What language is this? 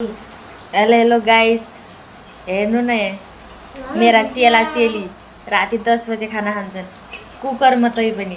Nepali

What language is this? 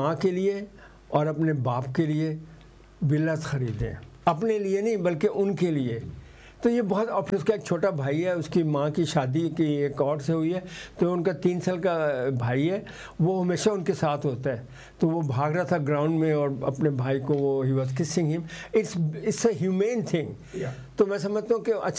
Urdu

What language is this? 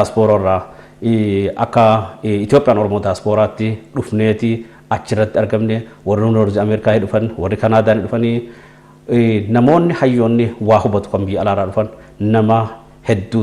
Oromo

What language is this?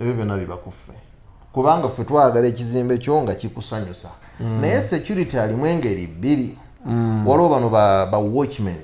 Ganda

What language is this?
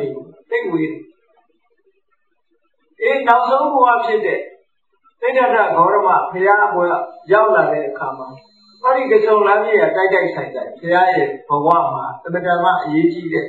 Burmese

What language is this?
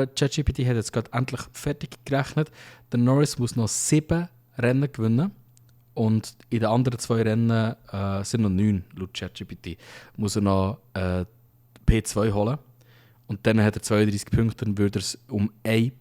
Swiss German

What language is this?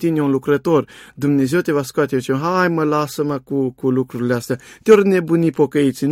Romanian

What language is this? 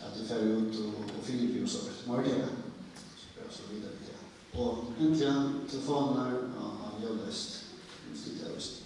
Faroese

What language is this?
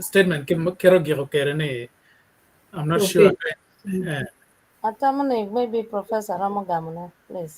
Acoli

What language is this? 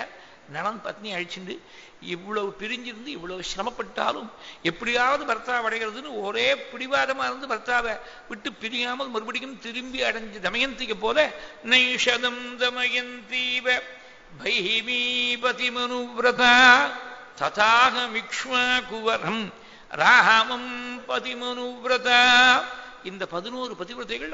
Tamil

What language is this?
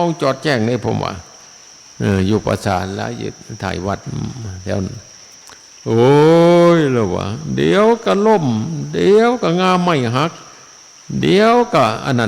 Northeastern Thai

